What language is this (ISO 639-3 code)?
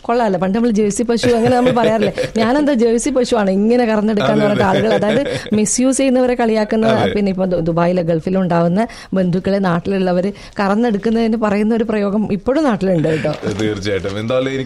mal